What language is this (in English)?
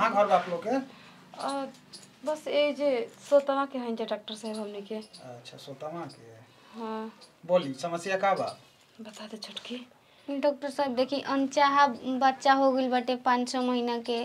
Bhojpuri